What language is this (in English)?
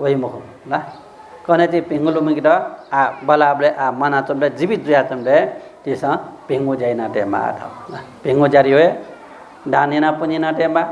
Newari